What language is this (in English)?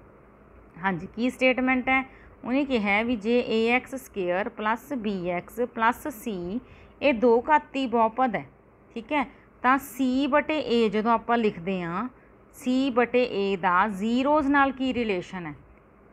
Punjabi